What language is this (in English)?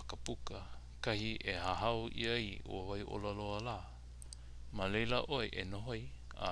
Hawaiian